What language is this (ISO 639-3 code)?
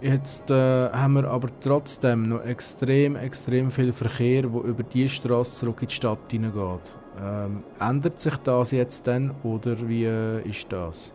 gsw